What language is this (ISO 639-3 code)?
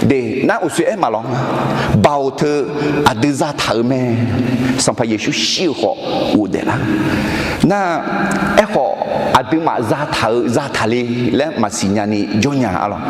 ahk